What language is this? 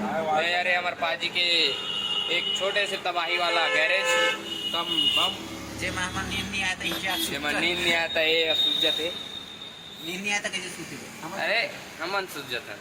Chhattisgarhi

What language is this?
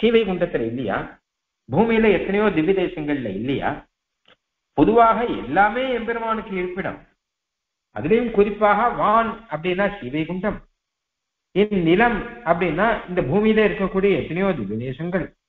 Tamil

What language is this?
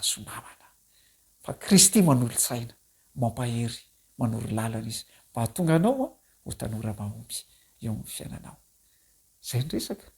Malagasy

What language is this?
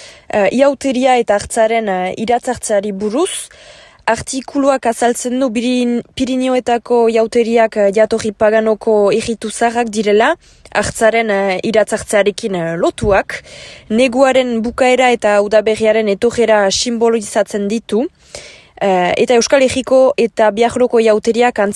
Basque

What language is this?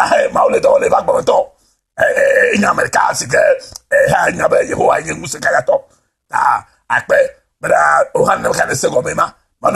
Ewe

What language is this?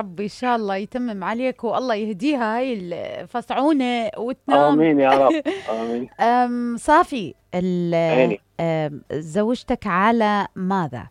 Mesopotamian Arabic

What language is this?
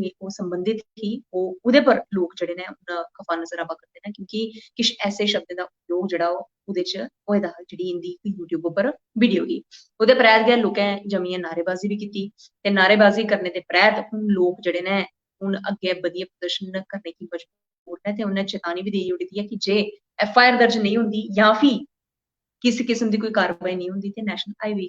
Dogri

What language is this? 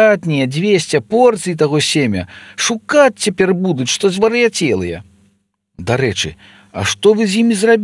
Belarusian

